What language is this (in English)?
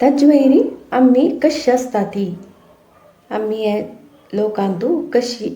Konkani